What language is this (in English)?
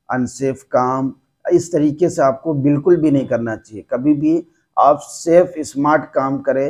Hindi